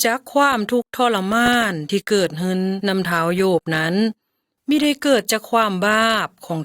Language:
Lao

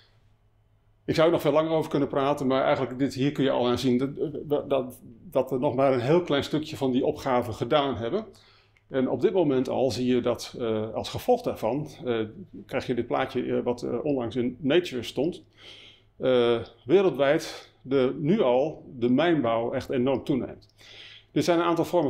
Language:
Dutch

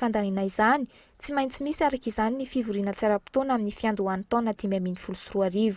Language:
Malagasy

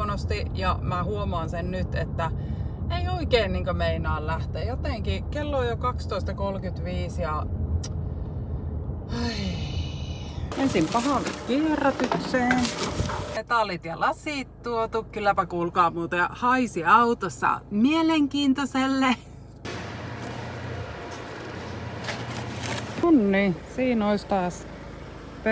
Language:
Finnish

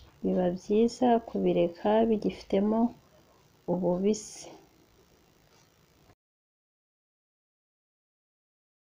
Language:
Kinyarwanda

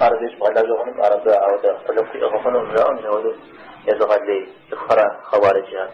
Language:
Kabardian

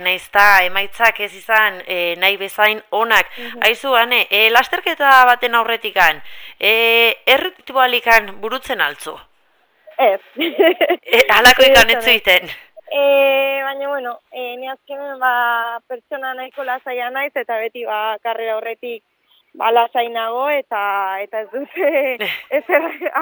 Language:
Basque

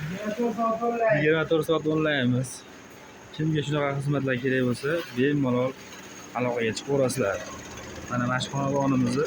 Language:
Uzbek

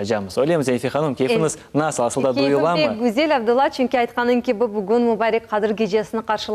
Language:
Crimean Tatar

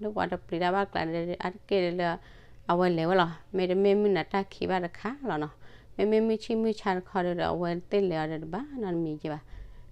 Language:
S'gaw Karen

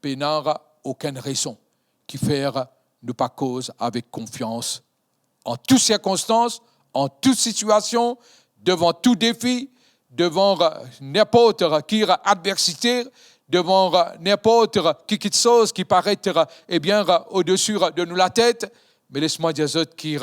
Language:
Morisyen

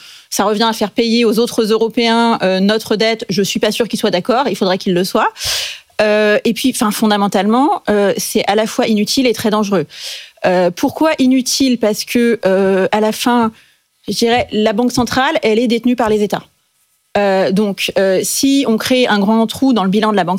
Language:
French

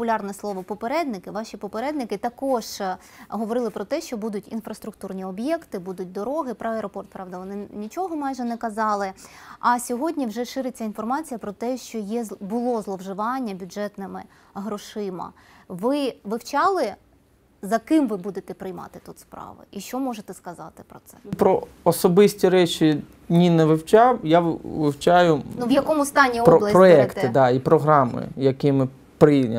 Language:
Ukrainian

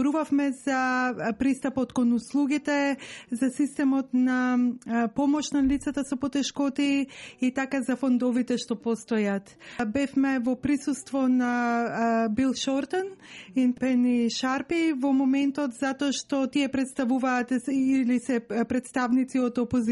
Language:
Macedonian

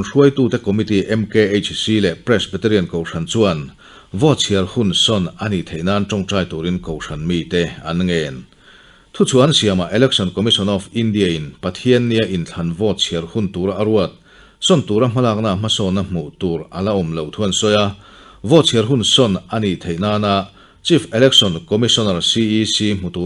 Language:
Mizo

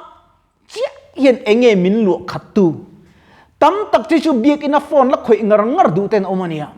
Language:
Mizo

